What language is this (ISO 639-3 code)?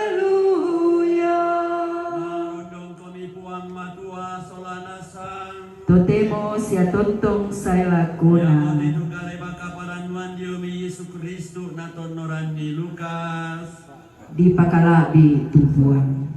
sda